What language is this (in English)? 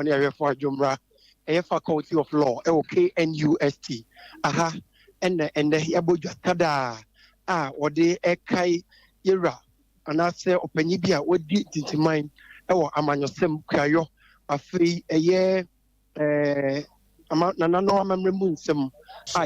Akan